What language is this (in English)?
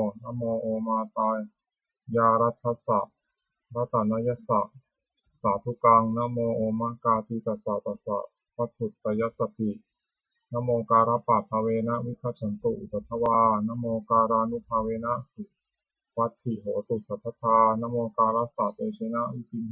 Pali